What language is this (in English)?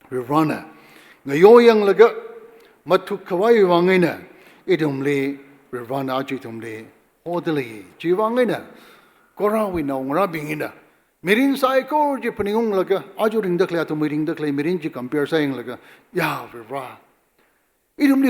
Tangkhul Naga (India)